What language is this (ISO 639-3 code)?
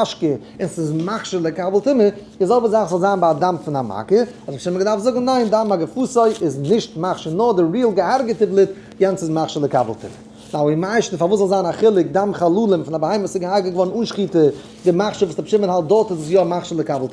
yid